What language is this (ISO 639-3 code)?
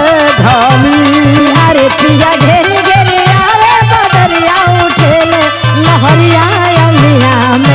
bho